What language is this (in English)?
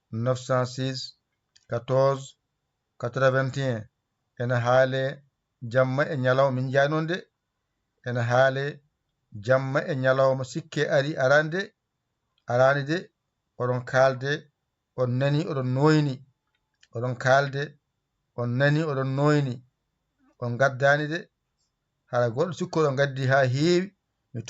Fula